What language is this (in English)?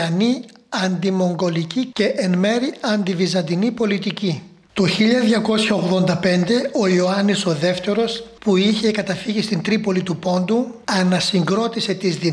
Greek